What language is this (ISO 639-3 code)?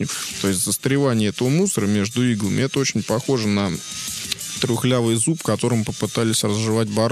rus